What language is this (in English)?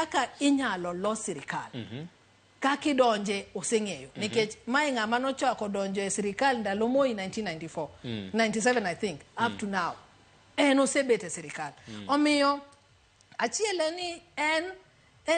Luo (Kenya and Tanzania)